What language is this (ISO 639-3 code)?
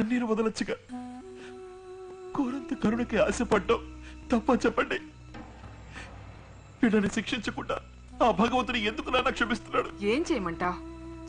tel